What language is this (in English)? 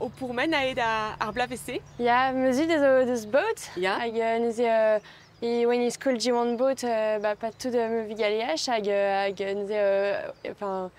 Breton